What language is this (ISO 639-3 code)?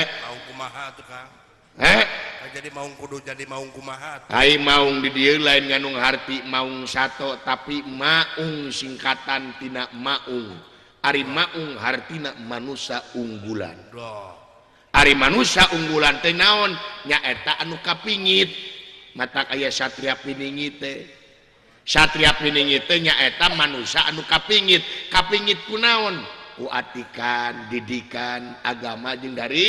sun